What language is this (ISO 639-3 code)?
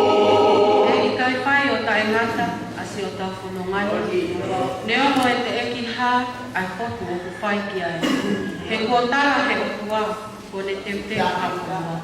ton